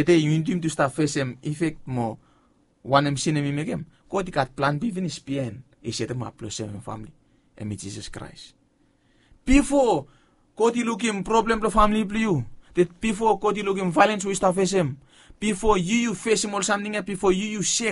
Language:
Bislama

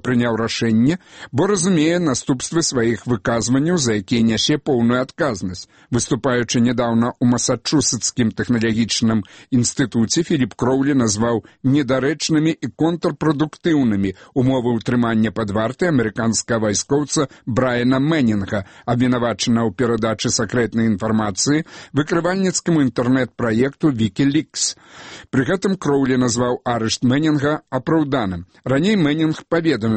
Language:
Belarusian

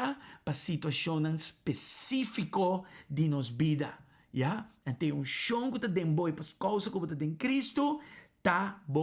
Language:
Papiamento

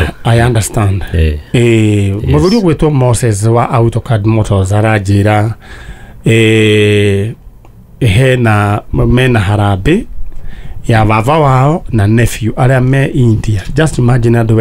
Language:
Kikuyu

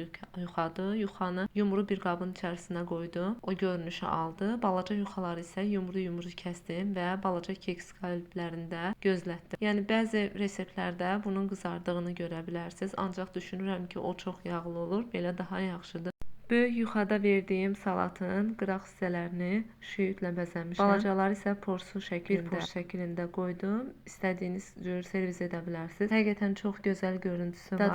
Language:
Azerbaijani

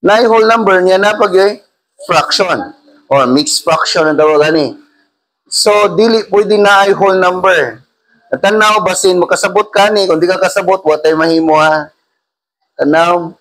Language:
Cebuano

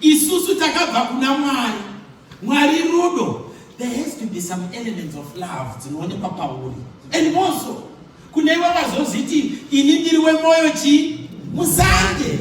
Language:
Shona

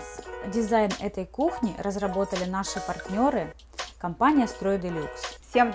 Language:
Russian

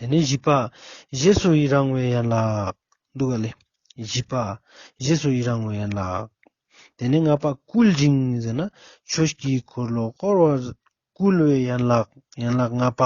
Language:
Ladakhi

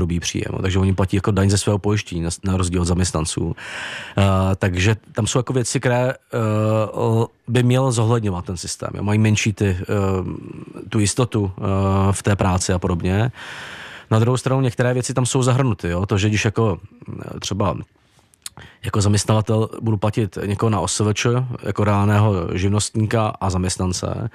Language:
Czech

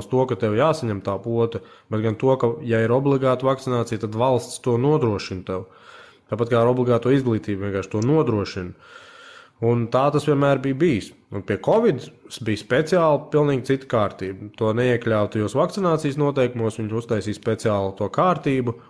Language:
Latvian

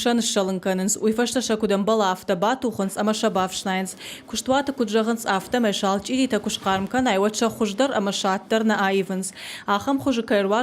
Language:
Ossetic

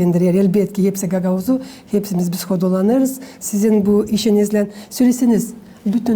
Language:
Gagauz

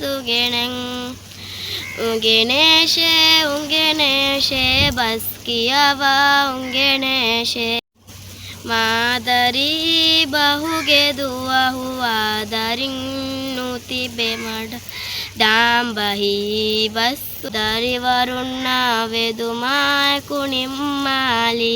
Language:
Divehi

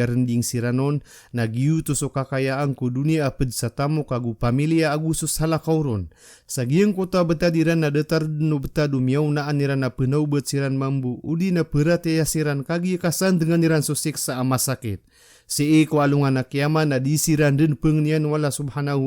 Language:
Maranao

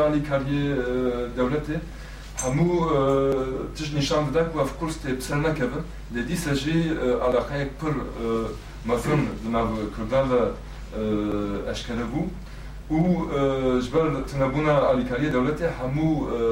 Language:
Kurdish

